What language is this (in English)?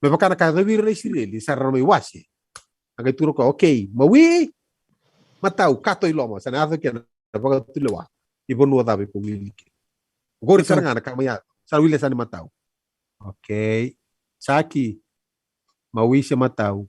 Fijian